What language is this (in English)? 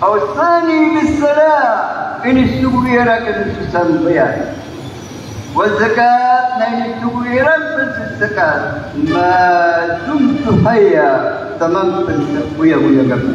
Maranao